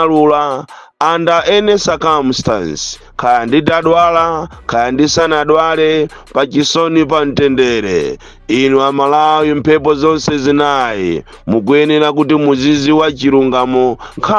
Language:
Nyanja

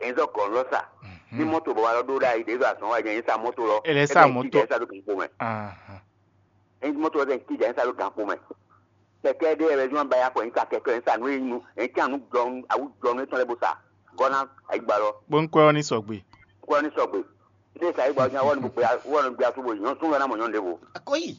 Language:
Fon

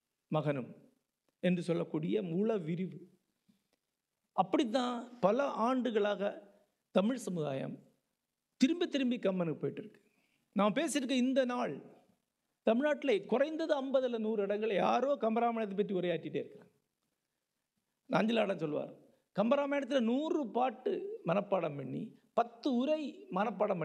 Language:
Tamil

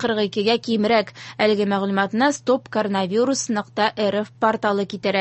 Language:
Tatar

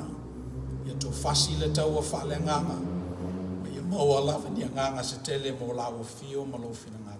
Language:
Samoan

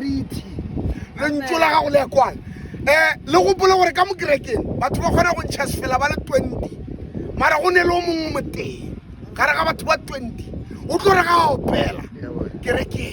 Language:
Northern Sotho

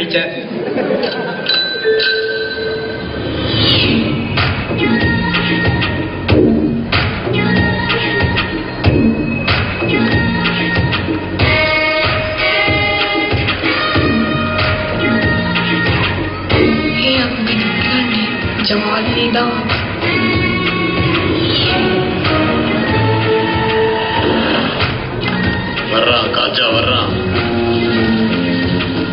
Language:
Tamil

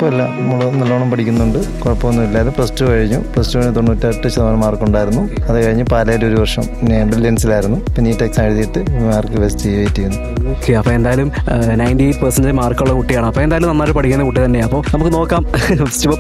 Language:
Malayalam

